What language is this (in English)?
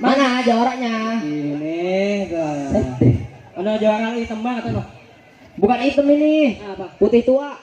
Betawi